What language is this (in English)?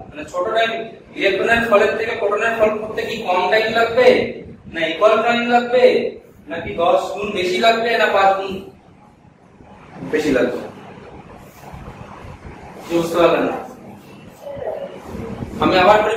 Bangla